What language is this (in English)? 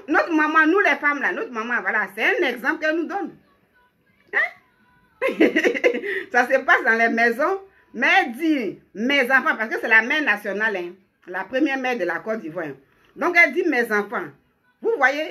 French